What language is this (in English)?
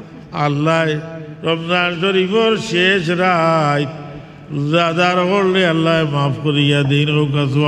Sylheti